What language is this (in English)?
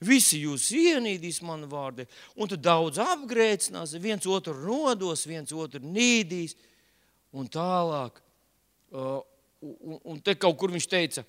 Latvian